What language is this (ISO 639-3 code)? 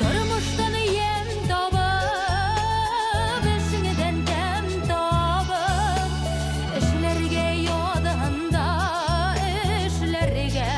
bak